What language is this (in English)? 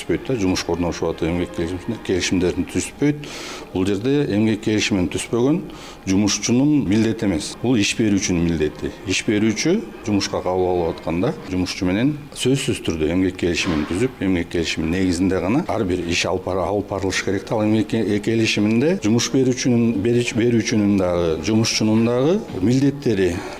Kyrgyz